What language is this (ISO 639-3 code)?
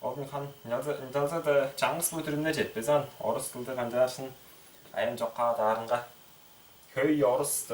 tyv